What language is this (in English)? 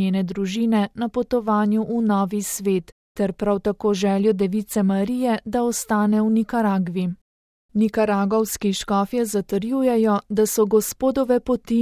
Slovenian